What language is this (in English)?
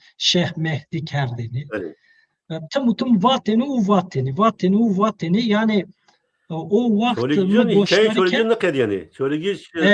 Zaza